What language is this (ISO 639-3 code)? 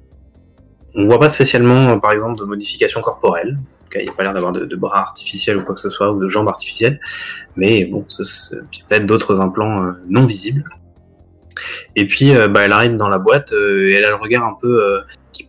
fra